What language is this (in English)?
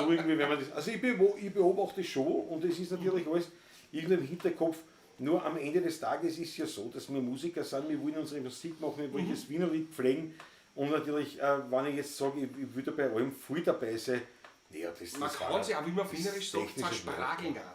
Bavarian